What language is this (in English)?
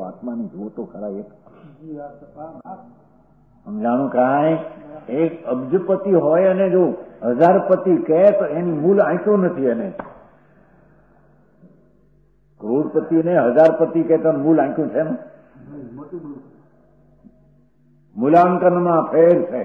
Gujarati